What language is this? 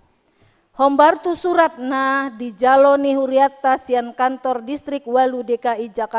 Batak Toba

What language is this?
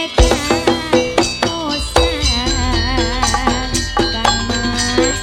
Madurese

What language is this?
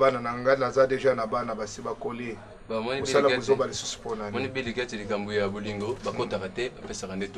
Lingala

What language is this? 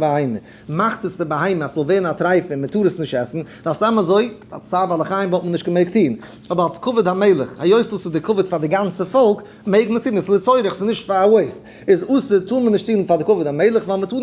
Yiddish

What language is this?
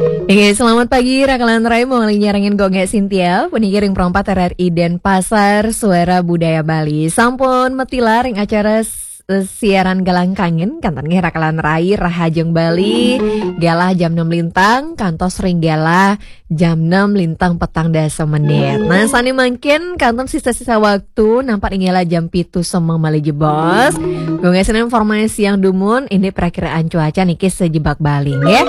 Balinese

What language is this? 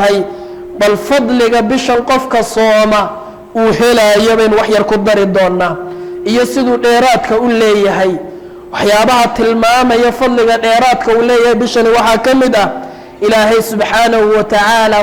Somali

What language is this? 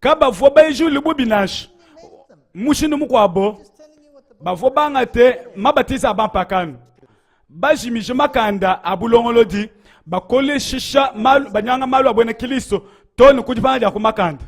Luba-Lulua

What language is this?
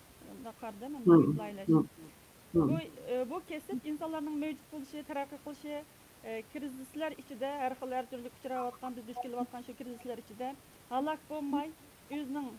Uyghur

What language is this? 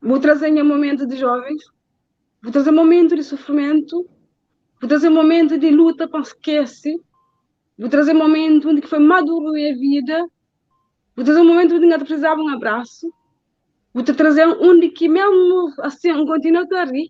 Kabuverdianu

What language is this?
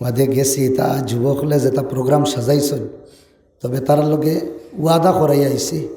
Sylheti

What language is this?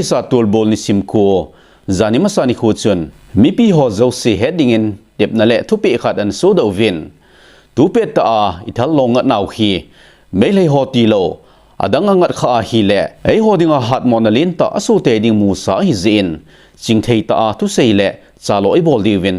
Thado Chin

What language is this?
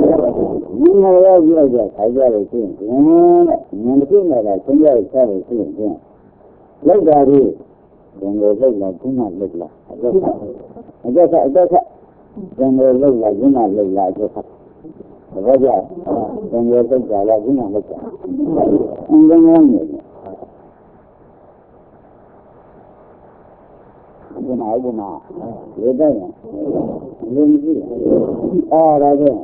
Burmese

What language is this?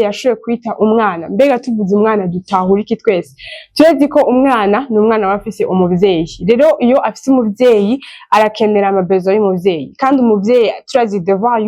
Rundi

